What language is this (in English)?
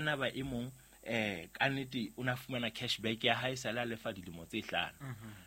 Southern Sotho